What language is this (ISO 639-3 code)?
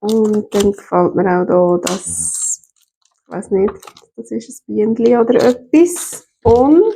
gsw